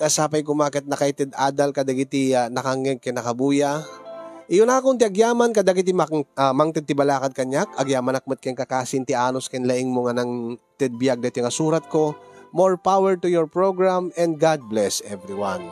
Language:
Iloko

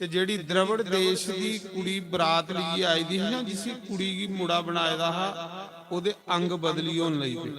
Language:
Dogri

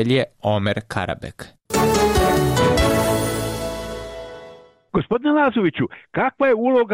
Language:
Bosnian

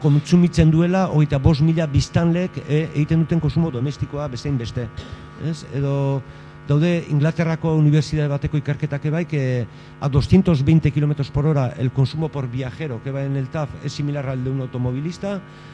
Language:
Basque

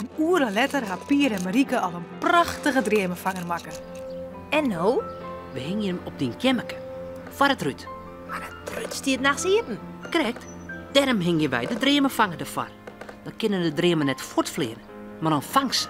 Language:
Western Frisian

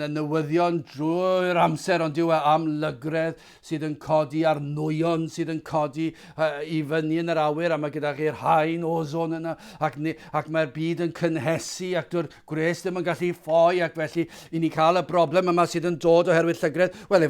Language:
Welsh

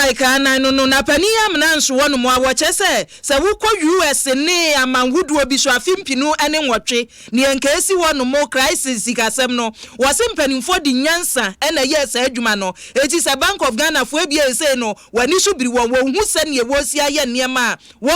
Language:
Akan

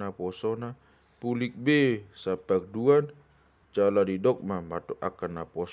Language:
Batak Toba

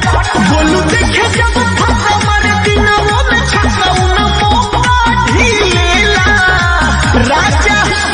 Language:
Bhojpuri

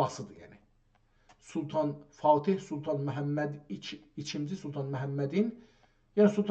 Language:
South Azerbaijani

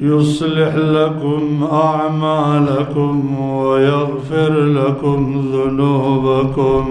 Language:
Pashto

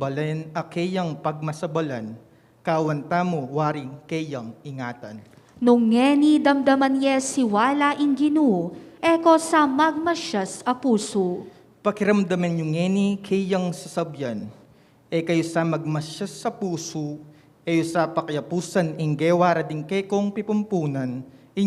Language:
Pampanga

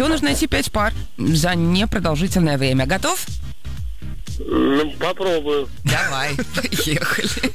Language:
Russian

